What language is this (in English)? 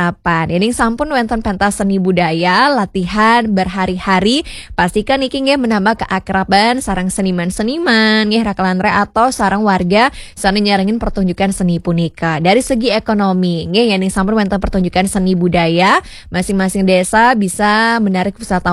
Balinese